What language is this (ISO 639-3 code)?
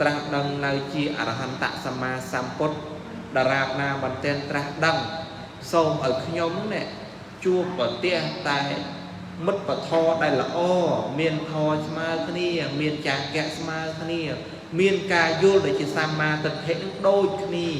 khm